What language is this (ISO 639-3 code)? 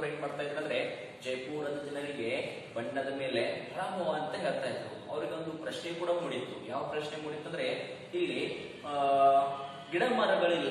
kan